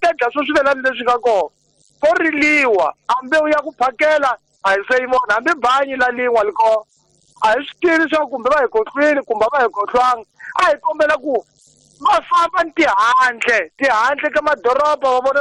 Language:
Tsonga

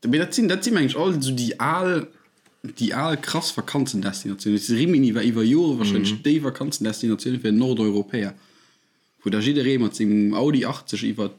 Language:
Luxembourgish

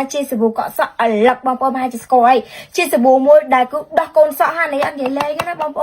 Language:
Khmer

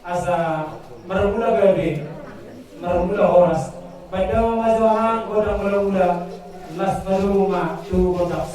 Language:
Batak Toba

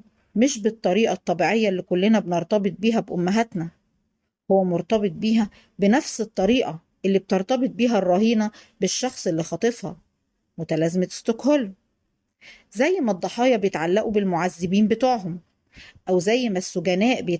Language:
Egyptian Arabic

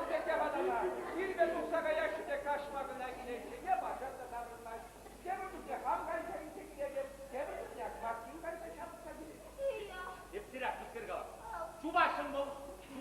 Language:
Chuvash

